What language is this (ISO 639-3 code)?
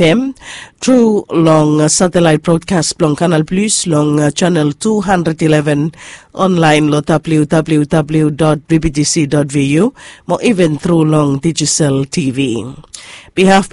bis